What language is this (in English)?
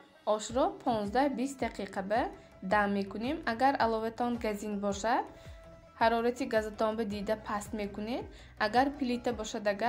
Tajik